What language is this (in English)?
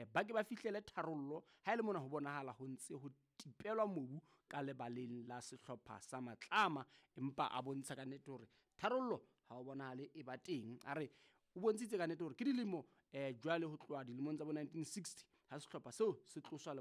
Southern Sotho